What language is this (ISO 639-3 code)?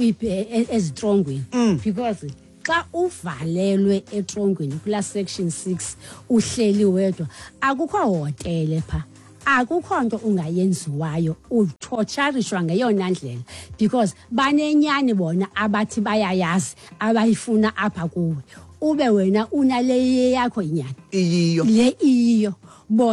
xho